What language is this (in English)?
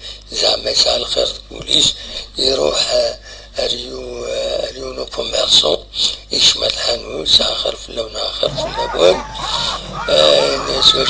Kabyle